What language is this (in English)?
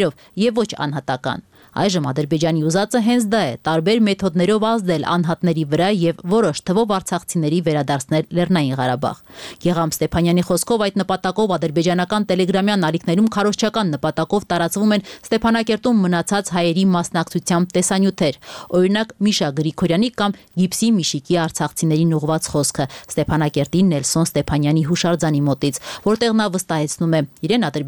Armenian